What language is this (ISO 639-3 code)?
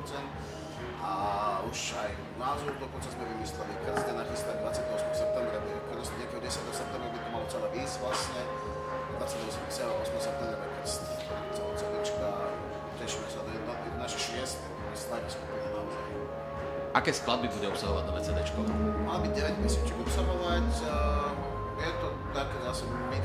slk